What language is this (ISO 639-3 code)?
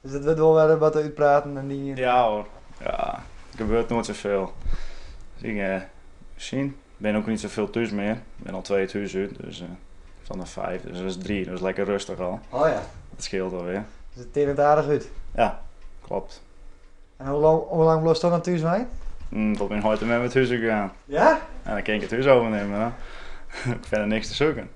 fry